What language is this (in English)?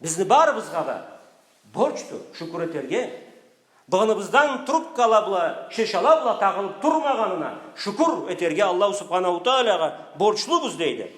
Karachay-Balkar